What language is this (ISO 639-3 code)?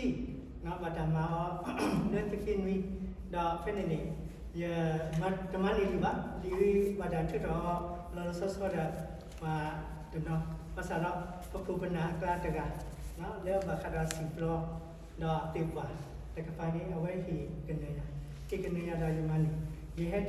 ksw